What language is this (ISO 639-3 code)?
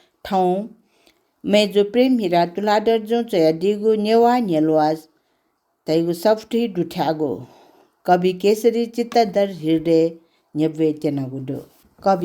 new